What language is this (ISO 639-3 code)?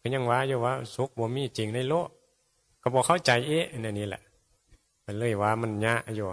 tts